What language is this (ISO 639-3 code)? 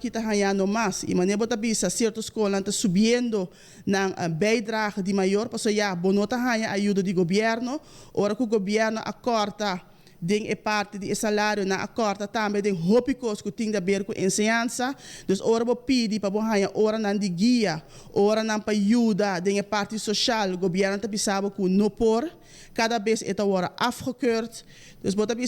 pap